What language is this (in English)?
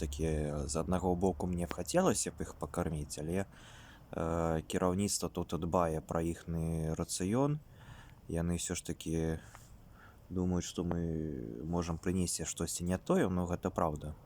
Belarusian